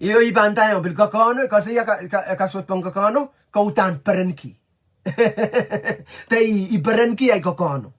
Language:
Pohnpeian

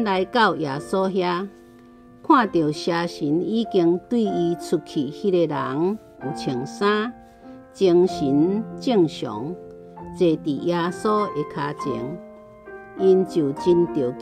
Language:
Min Nan Chinese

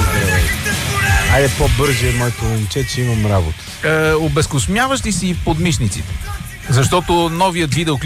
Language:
Bulgarian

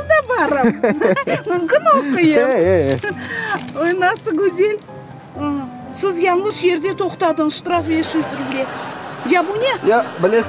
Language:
Crimean Tatar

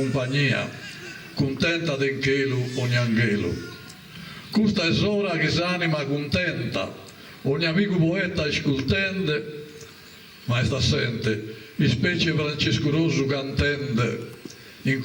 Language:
Sardinian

